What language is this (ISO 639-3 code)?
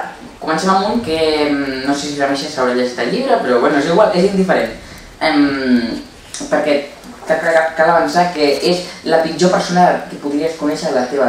cat